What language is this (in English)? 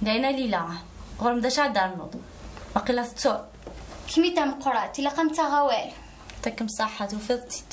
Kabyle